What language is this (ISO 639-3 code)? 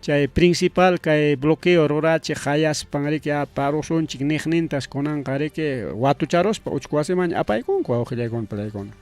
quy